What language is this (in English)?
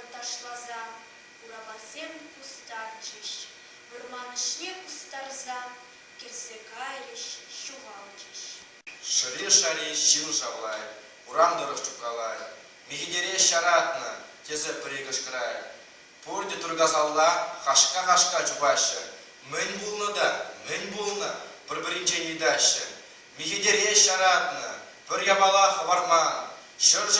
Chuvash